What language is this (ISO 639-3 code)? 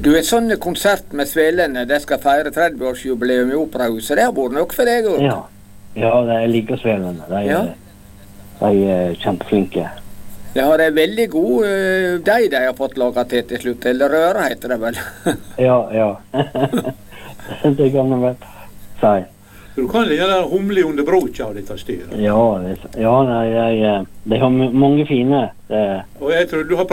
nor